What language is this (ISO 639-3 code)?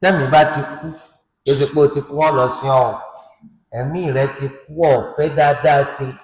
yor